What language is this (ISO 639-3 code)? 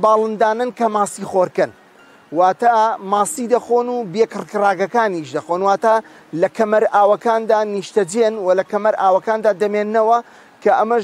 ckb